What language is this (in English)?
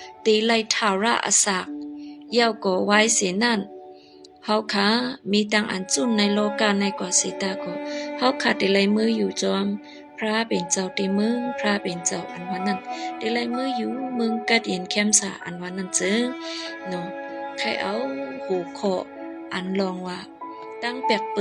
Shan